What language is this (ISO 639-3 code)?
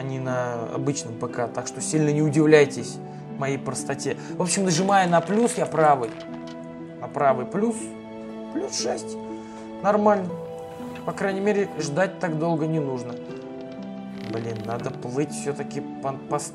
rus